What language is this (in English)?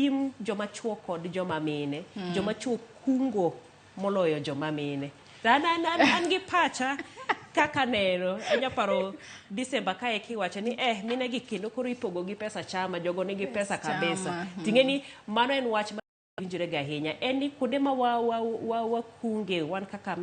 Luo (Kenya and Tanzania)